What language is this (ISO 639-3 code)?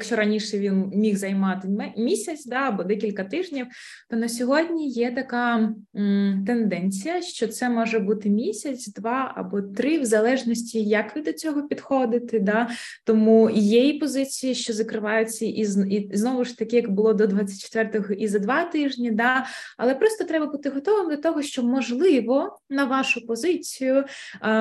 ukr